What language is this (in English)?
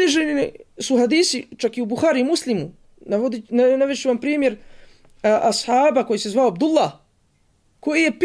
Bosnian